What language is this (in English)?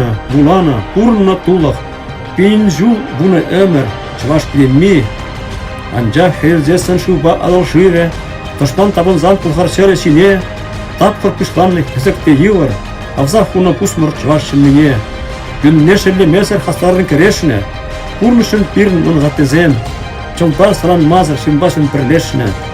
Chuvash